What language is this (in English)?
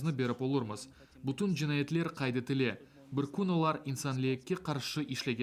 Crimean Tatar